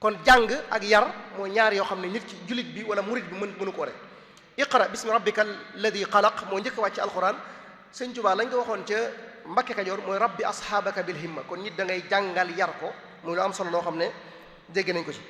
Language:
Wolof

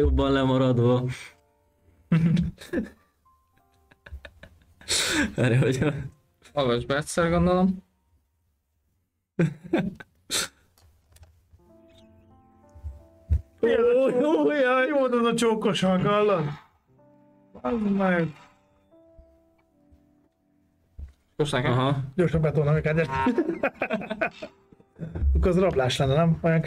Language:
Hungarian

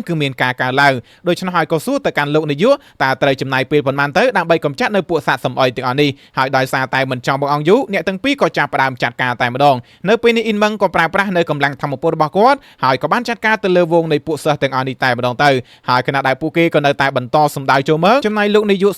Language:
Khmer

